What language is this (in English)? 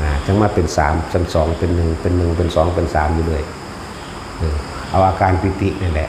Northeastern Thai